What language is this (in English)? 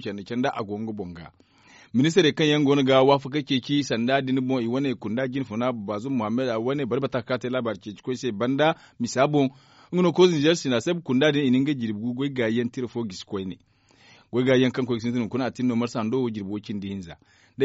Zarma